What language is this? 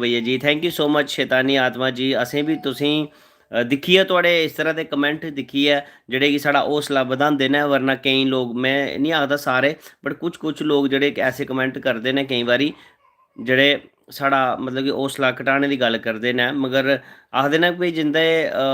Dogri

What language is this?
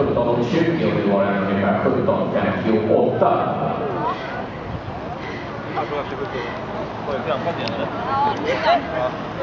Swedish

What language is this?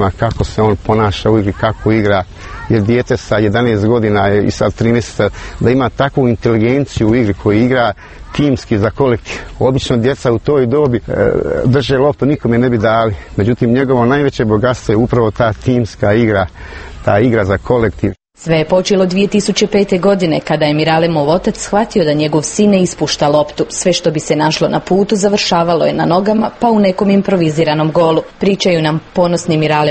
Croatian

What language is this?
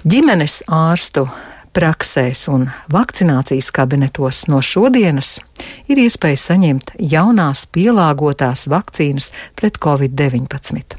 Latvian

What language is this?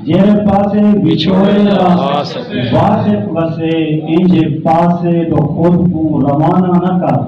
Saraiki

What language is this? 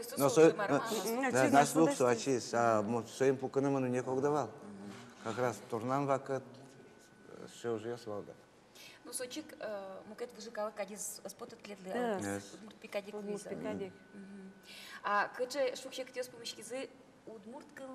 Udmurt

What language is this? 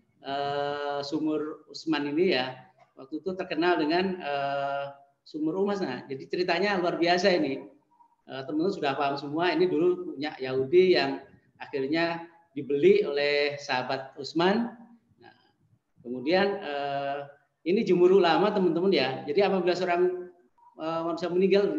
Indonesian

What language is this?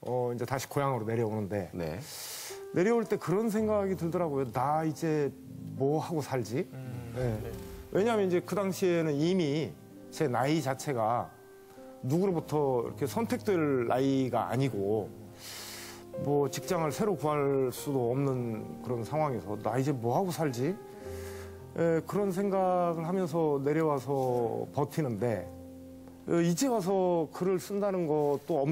Korean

